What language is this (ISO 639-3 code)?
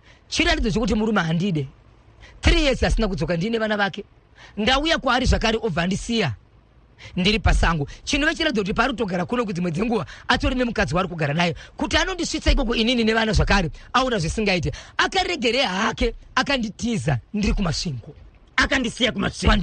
sna